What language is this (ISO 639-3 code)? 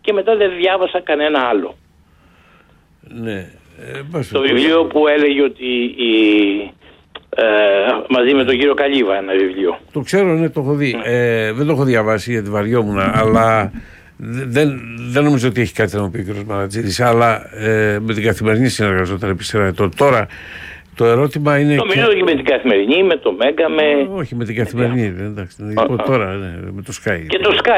ell